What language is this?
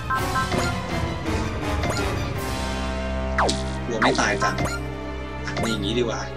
Thai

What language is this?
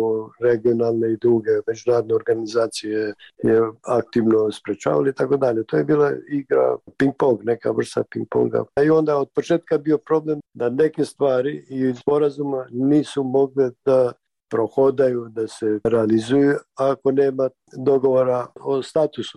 Serbian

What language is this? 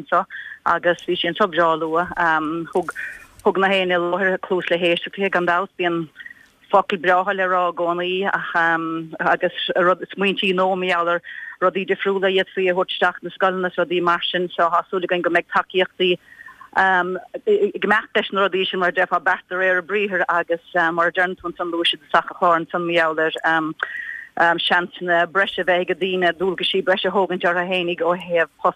Irish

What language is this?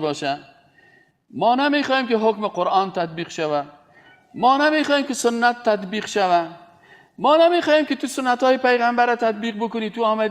Persian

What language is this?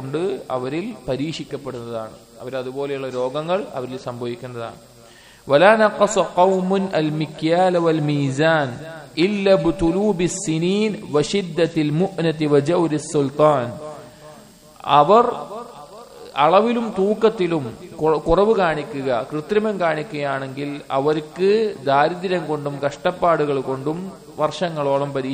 Malayalam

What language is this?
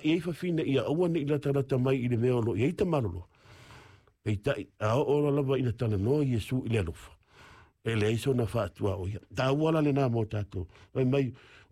Samoan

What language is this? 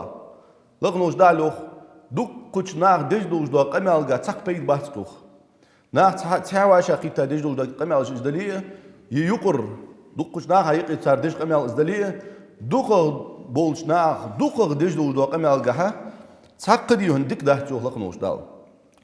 Ingush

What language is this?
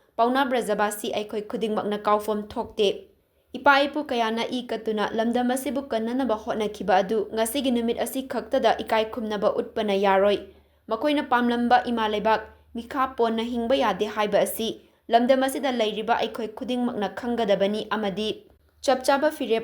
Manipuri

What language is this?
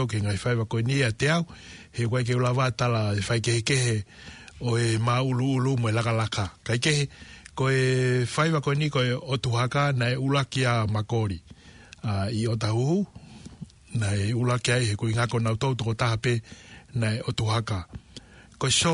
Tongan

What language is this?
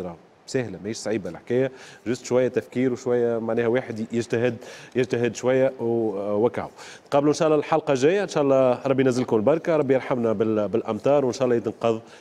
Tunisian Arabic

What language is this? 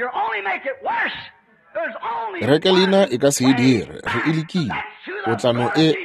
Northern Sotho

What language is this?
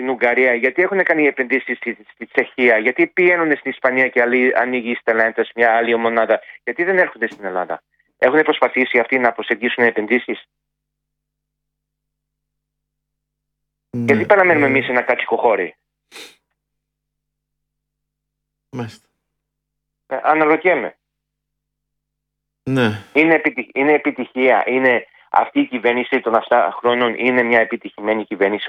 Greek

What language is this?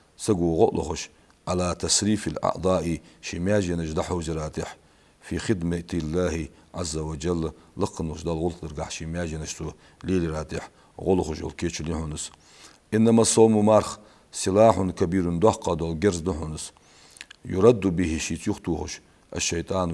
Ingush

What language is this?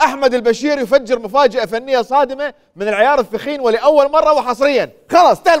Mesopotamian Arabic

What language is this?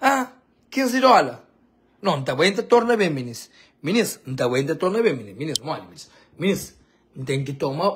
Kabuverdianu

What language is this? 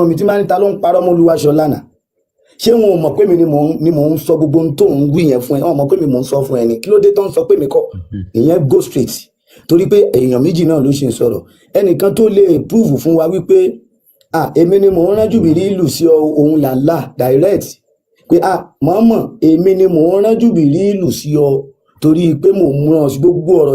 Yoruba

